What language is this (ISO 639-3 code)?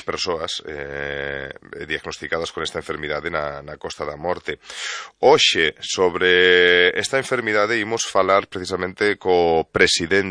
glg